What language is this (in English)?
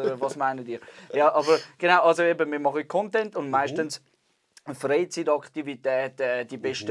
Swiss German